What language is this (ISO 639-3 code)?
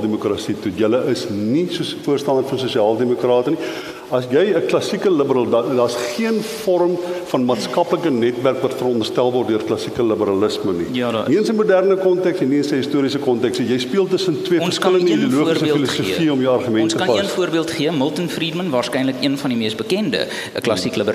afr